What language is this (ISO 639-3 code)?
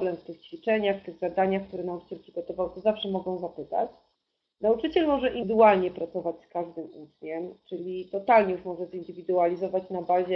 pol